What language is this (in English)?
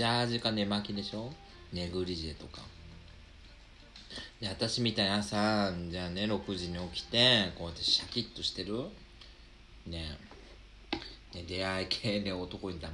Japanese